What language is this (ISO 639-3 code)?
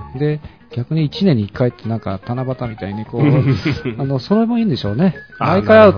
jpn